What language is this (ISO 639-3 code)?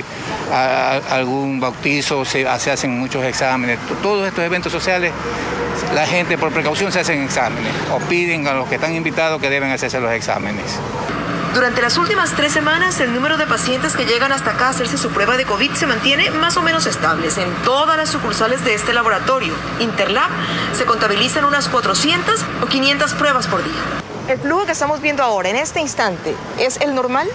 spa